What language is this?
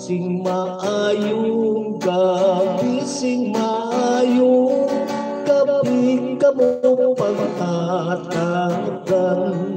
Hiligaynon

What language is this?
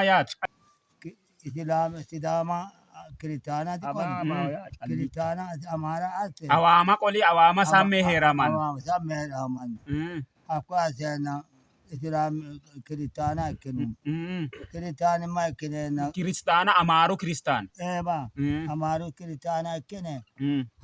Sidamo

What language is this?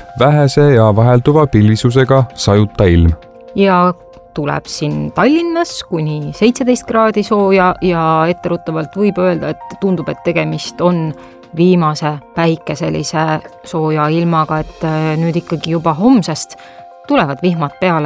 Estonian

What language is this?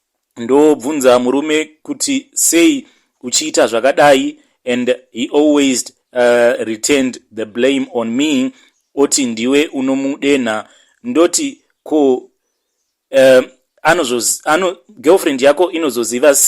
Shona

